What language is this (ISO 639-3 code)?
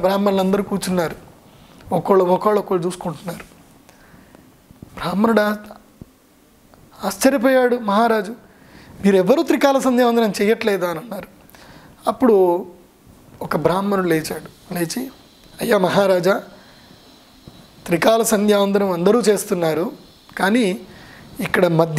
tel